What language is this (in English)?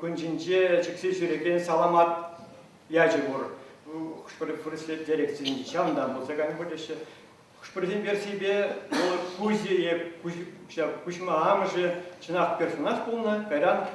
Chuvash